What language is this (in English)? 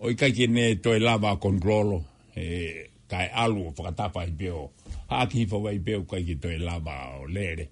Tongan